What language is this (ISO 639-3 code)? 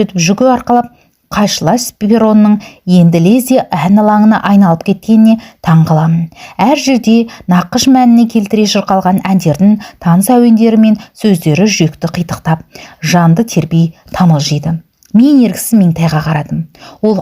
kaz